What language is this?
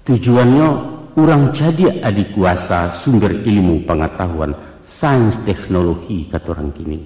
Minangkabau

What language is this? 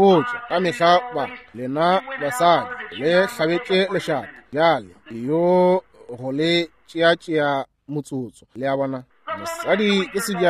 Northern Sotho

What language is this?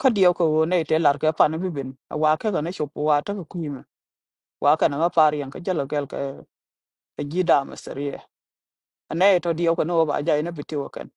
Nuer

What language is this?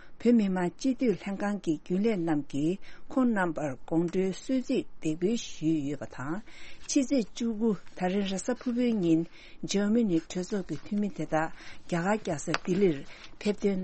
Tibetan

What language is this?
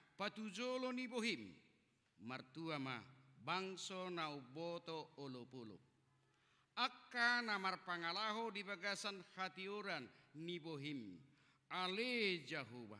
Batak Toba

